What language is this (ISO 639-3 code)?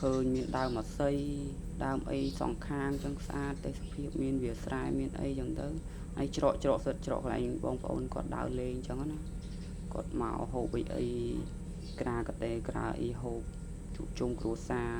khm